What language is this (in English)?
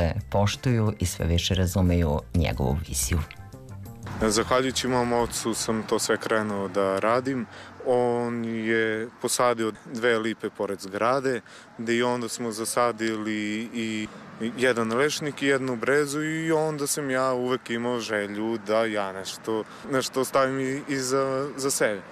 Serbian